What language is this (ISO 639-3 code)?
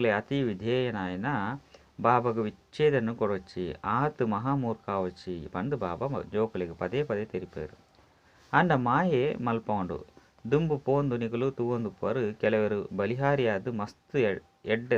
tcy